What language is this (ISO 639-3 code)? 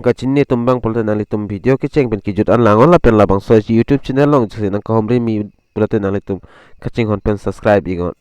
mjw